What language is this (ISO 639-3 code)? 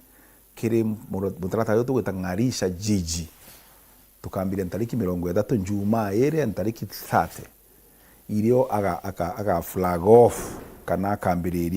mer